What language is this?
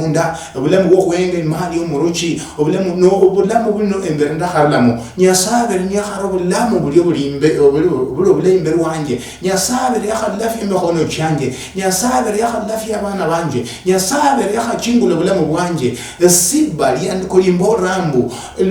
Luyia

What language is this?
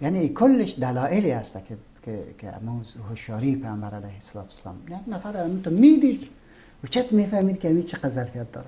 Persian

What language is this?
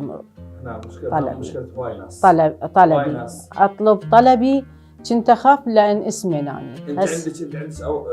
Mesopotamian Arabic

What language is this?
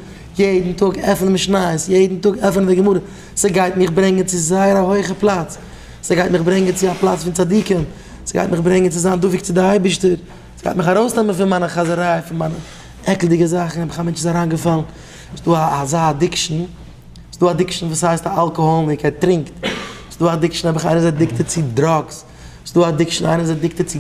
Yiddish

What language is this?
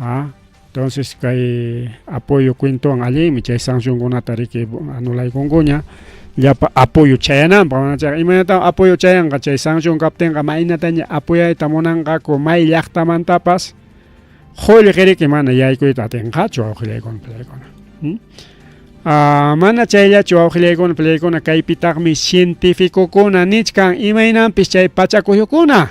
Ayacucho Quechua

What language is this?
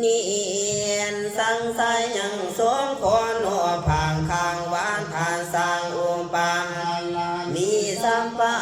Pali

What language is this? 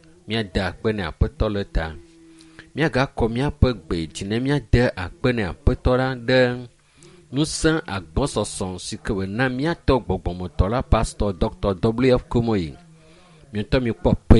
Ewe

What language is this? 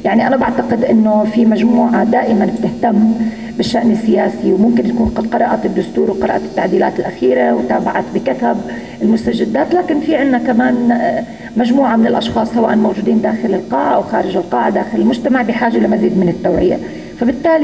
North Levantine Arabic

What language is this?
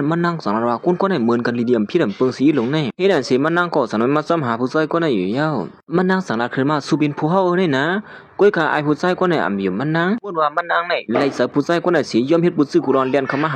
Shan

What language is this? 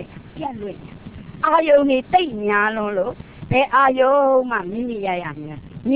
Burmese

